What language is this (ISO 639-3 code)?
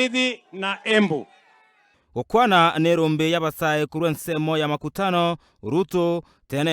guz